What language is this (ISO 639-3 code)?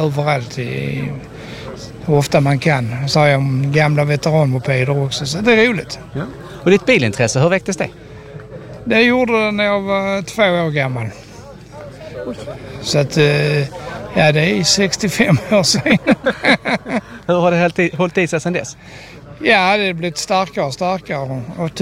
swe